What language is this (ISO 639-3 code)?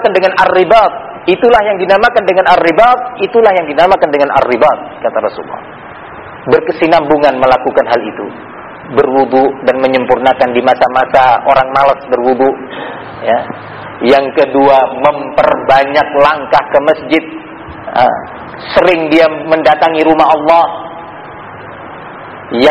ind